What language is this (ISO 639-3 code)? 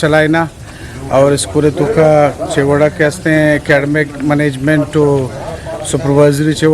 bgp